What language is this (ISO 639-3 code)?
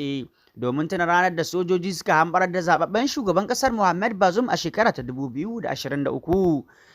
hau